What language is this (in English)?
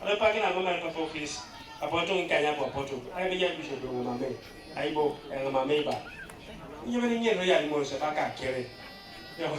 Teso